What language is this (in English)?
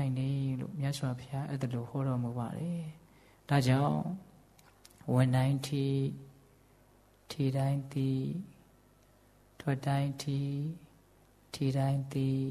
Burmese